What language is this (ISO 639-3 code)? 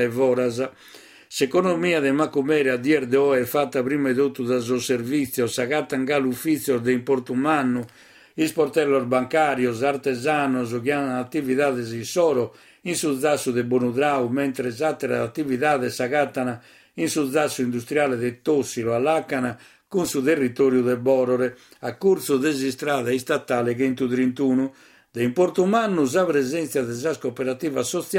srd